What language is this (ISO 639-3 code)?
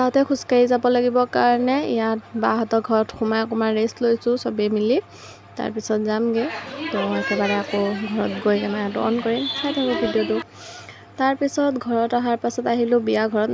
asm